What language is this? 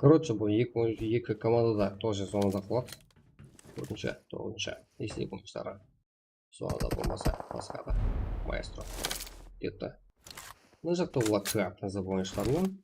Kara-Kalpak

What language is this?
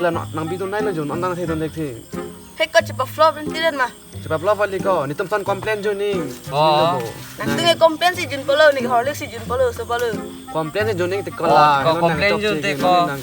Karbi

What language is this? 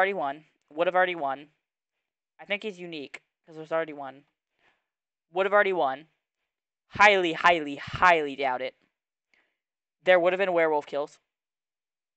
English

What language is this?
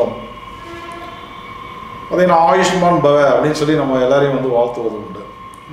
Tamil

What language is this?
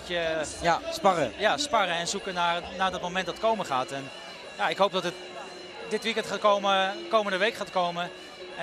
Dutch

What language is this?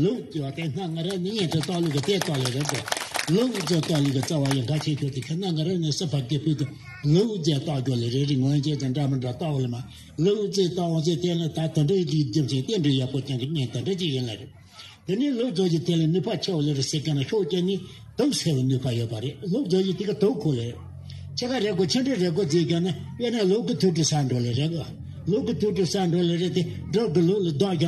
Tibetan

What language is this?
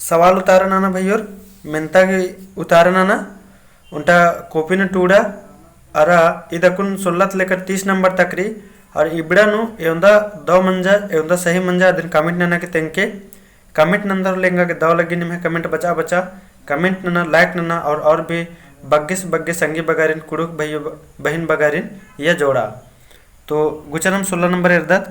Kurukh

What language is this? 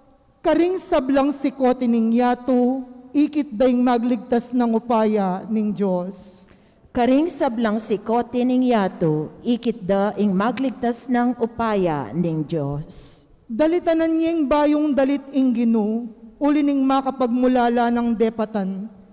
Pampanga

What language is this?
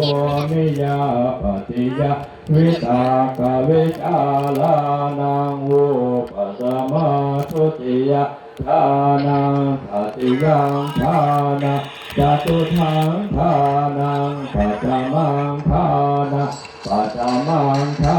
Pali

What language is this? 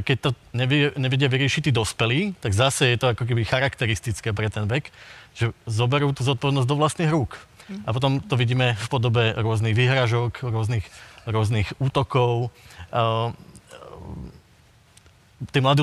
Slovak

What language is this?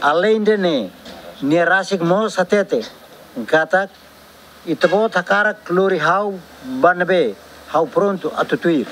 Tetum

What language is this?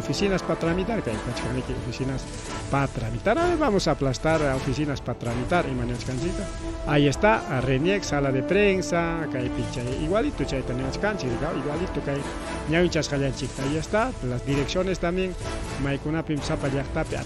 Ayacucho Quechua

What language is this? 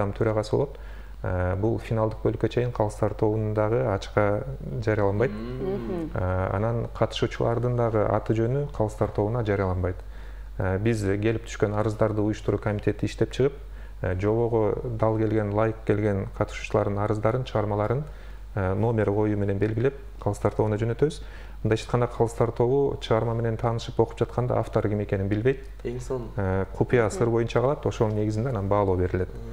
Kyrgyz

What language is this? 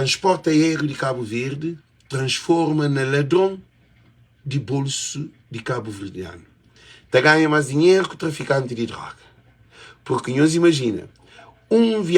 Kabuverdianu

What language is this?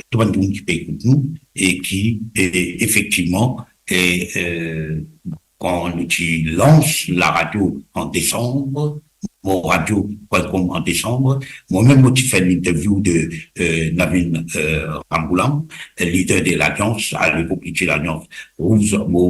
Morisyen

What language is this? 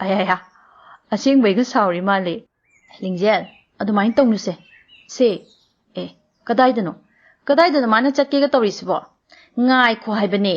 Manipuri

